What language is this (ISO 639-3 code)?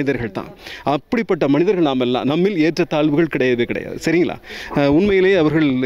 tam